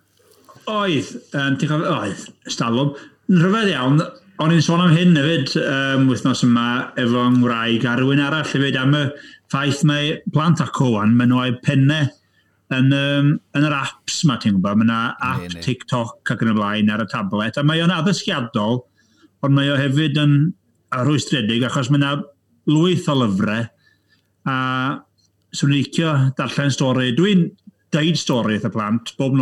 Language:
Welsh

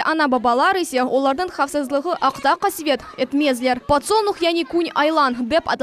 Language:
Crimean Tatar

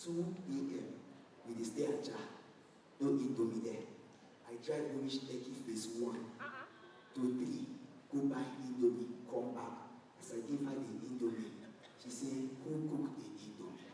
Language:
Nigerian Pidgin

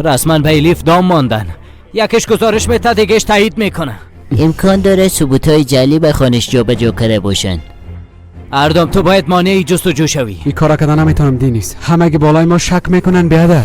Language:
Persian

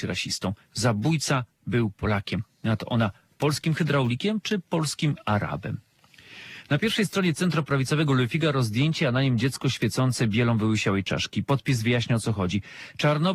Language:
Polish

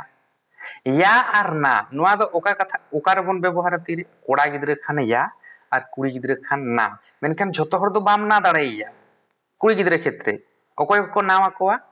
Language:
Santali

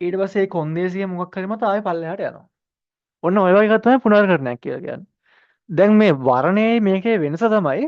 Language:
Sinhala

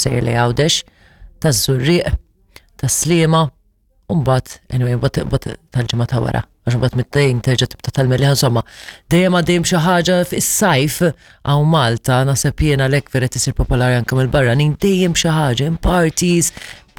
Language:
Maltese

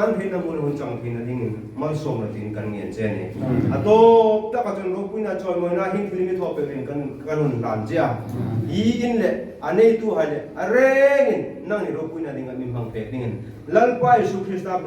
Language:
Hmar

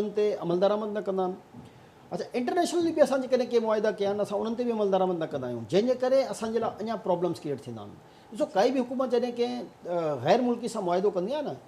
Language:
Sindhi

